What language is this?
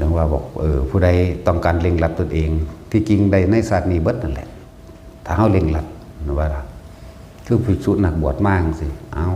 Northeastern Thai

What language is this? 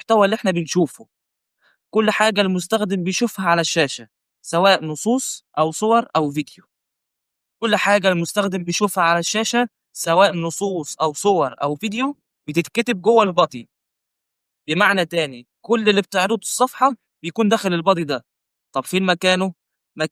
Egyptian Arabic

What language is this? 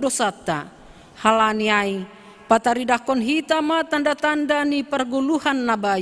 Batak Simalungun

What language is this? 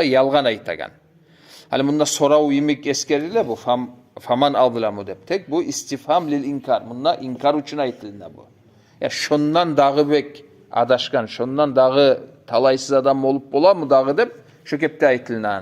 Kumyk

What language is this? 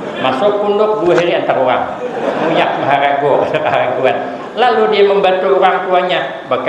Banjar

